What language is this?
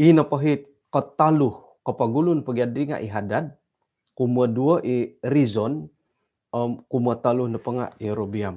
Central Dusun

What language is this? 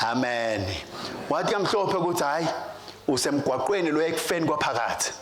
Swati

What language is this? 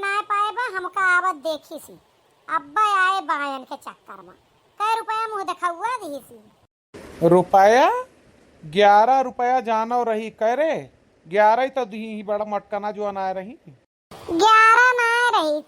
Awadhi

